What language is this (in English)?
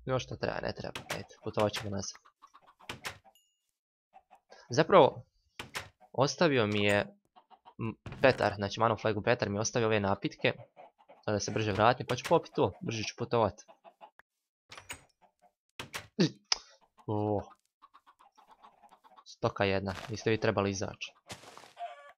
Croatian